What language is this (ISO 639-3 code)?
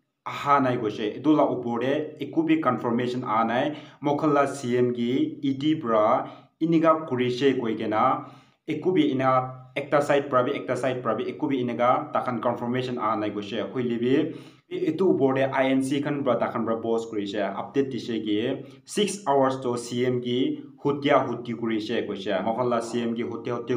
nag